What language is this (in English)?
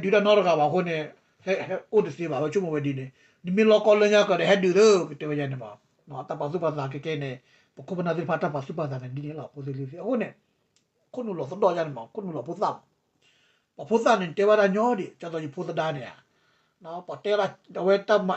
S'gaw Karen